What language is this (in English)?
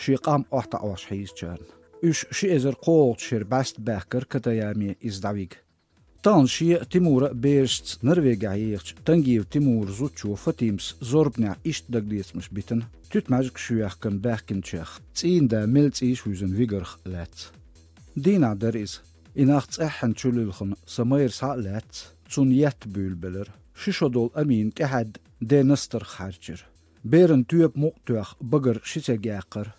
Chechen